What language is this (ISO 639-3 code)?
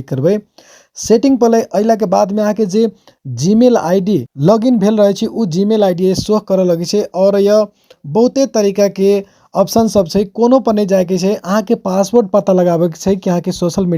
mai